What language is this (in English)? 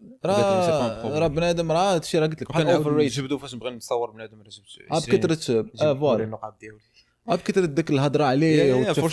Moroccan Arabic